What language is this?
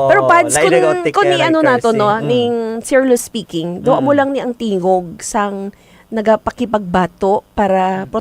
Hiligaynon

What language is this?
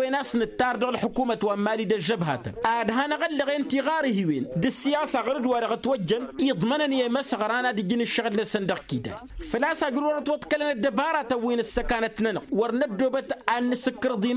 Tamasheq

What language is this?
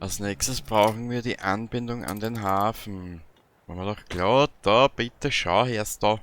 Bavarian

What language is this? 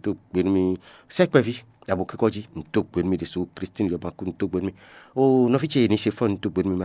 Fon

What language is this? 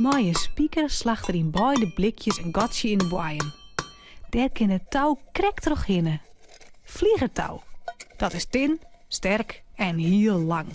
Western Frisian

